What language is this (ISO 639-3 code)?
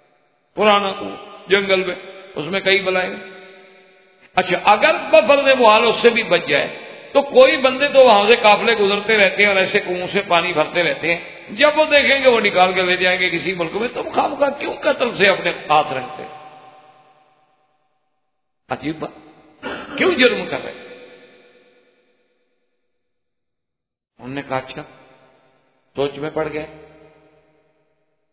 urd